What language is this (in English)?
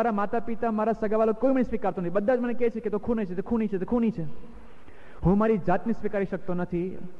Gujarati